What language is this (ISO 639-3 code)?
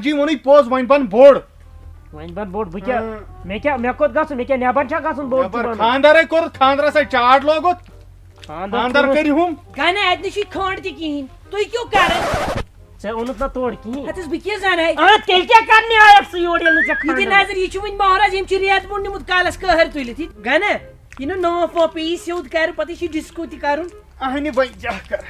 kas